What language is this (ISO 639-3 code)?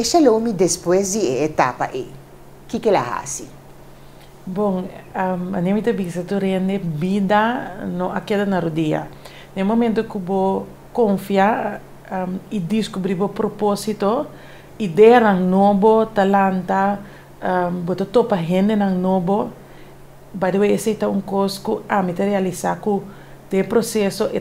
pap